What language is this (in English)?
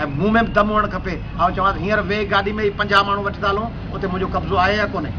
Sindhi